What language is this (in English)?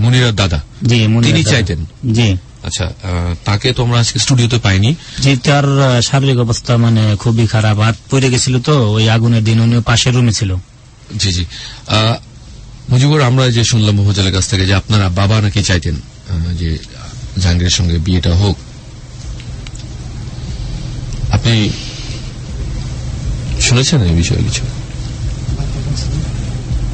Bangla